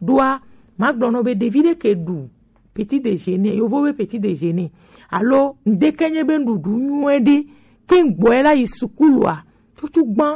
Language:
Gen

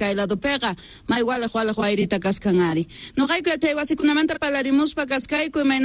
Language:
South Bolivian Quechua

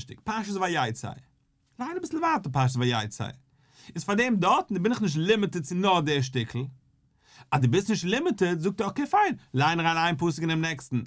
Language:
Yiddish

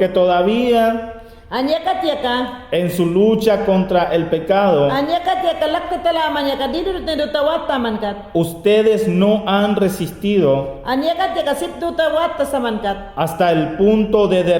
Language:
Mayangna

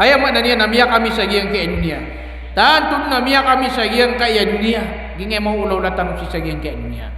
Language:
Maranao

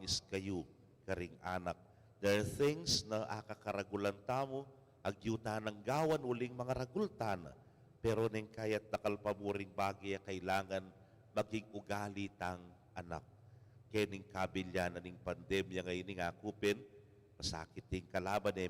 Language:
Pampanga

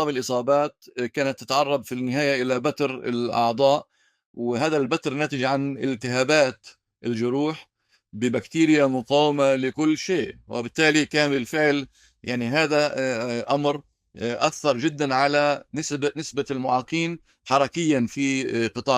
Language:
North Levantine Arabic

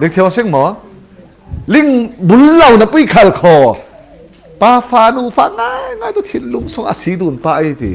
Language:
Falam Chin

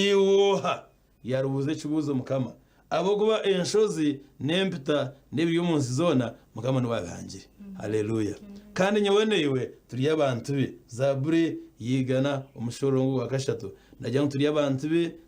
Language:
Nyankole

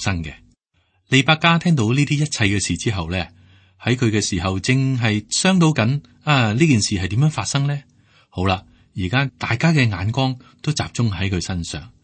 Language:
Cantonese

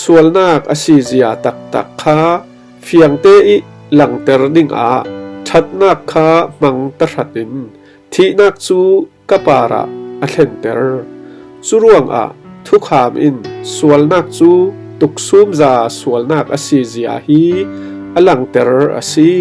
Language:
Falam Chin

